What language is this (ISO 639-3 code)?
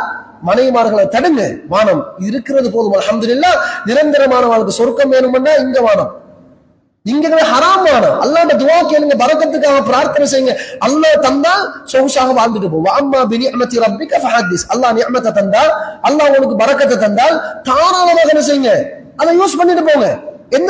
tam